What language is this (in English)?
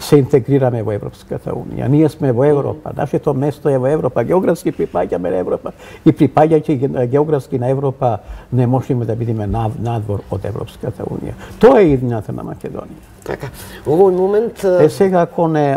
Macedonian